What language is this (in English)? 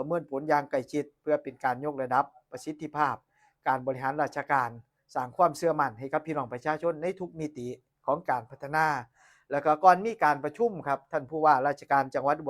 Northeastern Thai